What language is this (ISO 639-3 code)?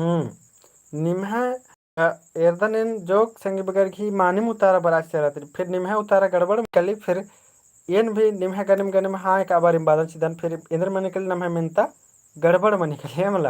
kru